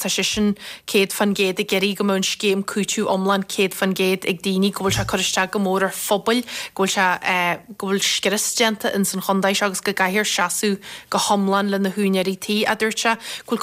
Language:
Irish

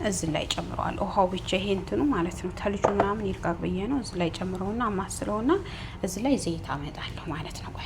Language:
Amharic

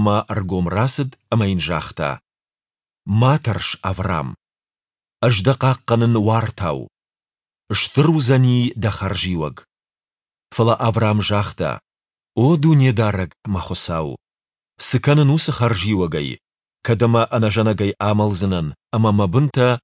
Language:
Ossetic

